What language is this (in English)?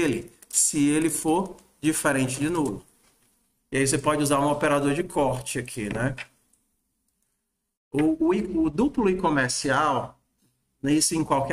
Portuguese